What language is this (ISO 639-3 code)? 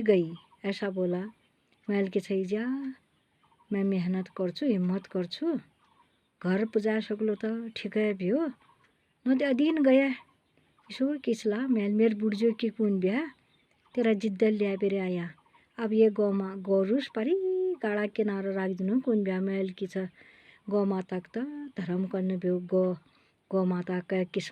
nep